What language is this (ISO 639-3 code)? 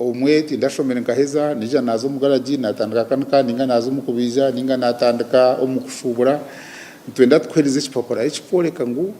nyn